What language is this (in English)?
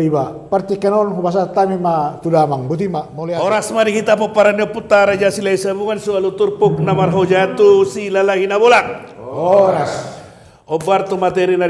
Batak Toba